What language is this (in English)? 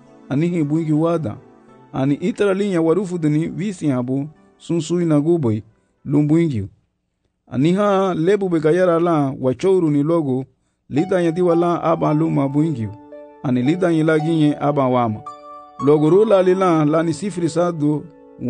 Garifuna